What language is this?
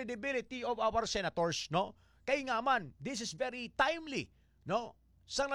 Hiligaynon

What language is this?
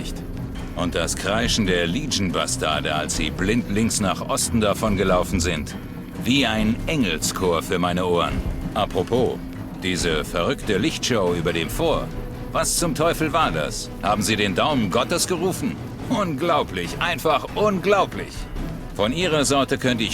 Bavarian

